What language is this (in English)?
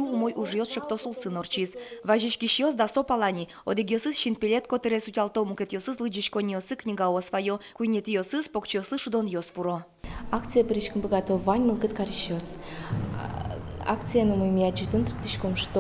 Udmurt